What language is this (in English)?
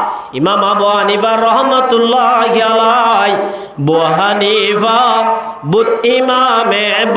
Rohingya